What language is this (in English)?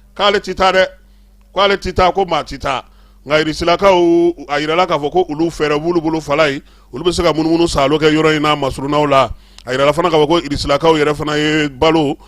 Bambara